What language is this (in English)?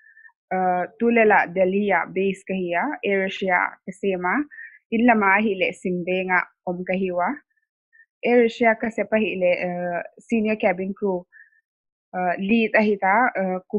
Paite Chin